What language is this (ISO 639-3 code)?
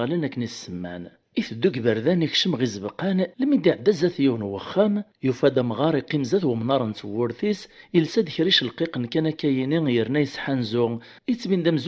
kab